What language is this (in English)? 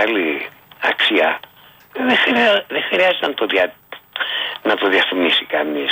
Greek